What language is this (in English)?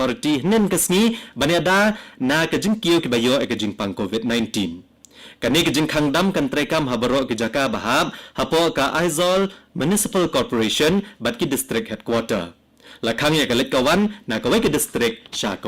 Khasi